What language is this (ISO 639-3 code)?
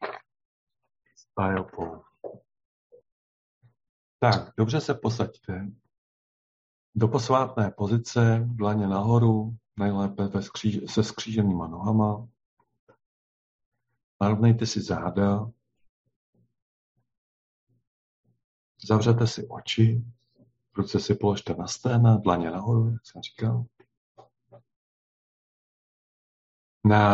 ces